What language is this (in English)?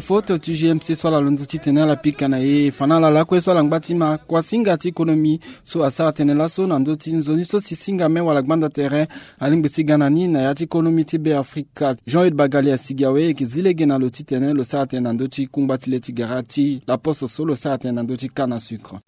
Sango